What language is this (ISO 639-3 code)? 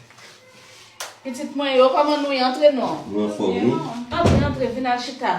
hat